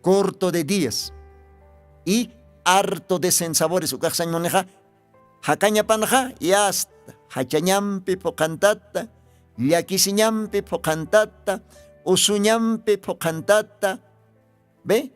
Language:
Aymara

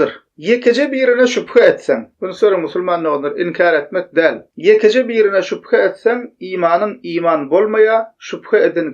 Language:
Turkmen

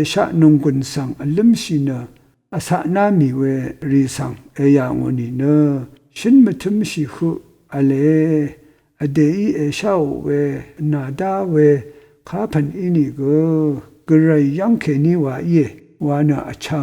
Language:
Rawang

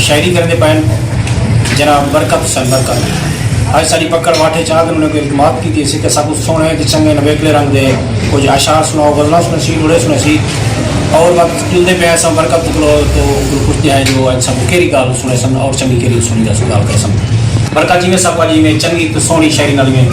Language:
Saraiki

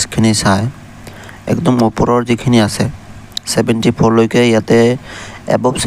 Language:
Assamese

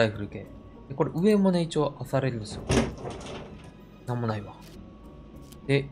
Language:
Japanese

